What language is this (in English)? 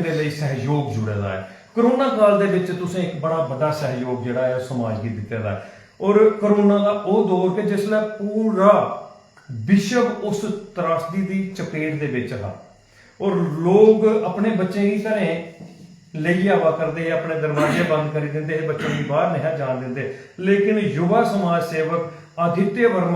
Dogri